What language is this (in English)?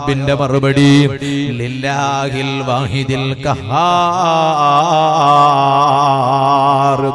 Malayalam